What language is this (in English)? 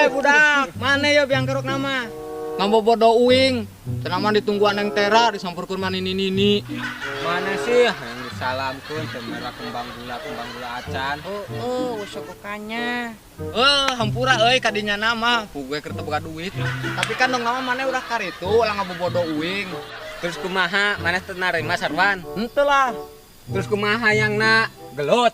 Sundanese